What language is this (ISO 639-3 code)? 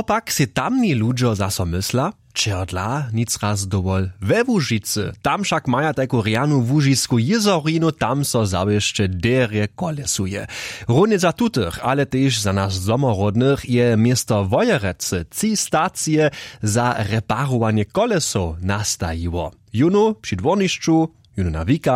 hsb